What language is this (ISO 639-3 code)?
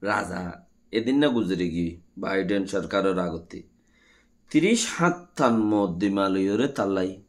rhg